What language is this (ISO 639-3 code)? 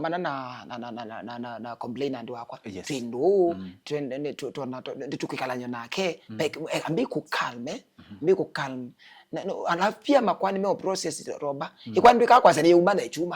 kam